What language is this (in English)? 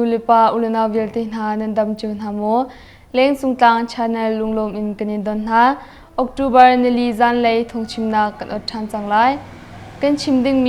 Hakha Chin